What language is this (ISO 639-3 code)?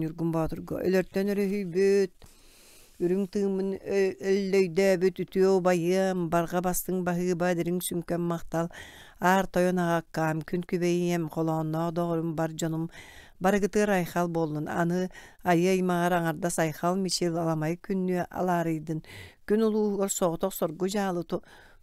sah